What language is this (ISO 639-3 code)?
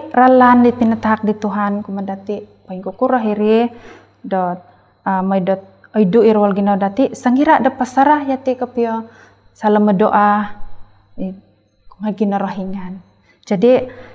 dtp